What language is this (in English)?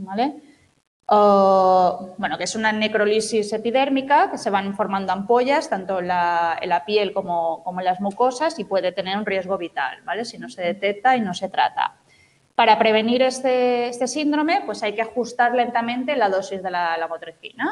Spanish